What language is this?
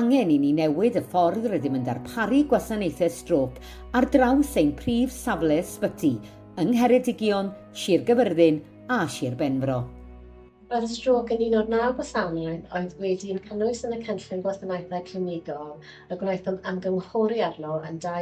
Welsh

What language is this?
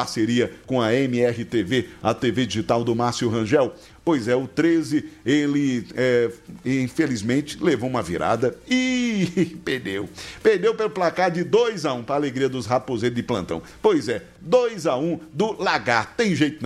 Portuguese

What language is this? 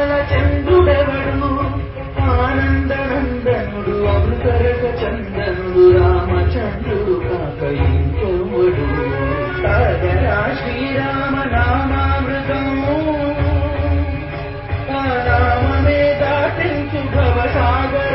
Telugu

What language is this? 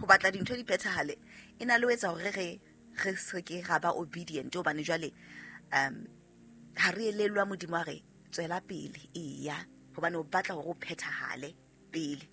Southern Sotho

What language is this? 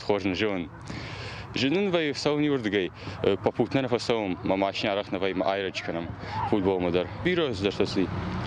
Ossetic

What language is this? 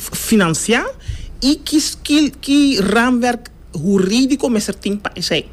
Papiamento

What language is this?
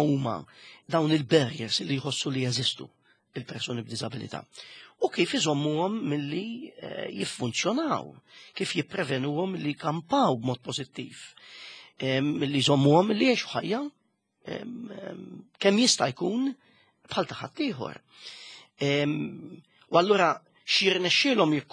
Maltese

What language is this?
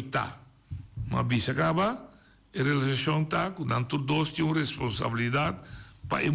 Papiamento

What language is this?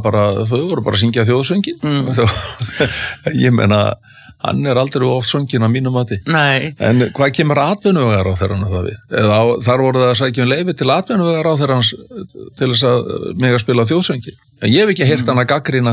Icelandic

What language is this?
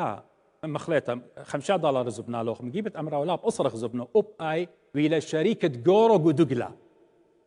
Assyrian Neo-Aramaic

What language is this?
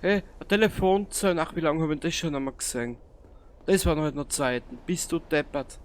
Bavarian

